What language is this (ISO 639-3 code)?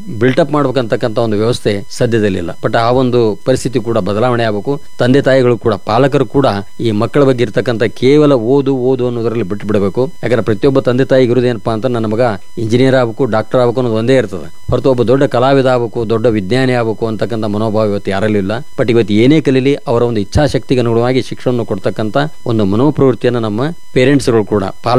kan